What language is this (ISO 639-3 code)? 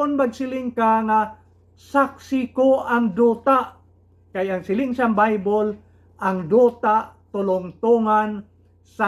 hil